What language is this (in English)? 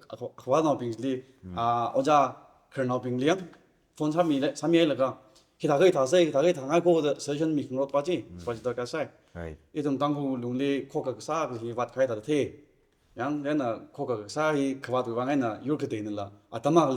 Tangkhul Naga (India)